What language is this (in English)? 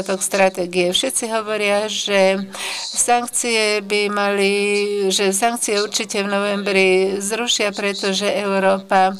Slovak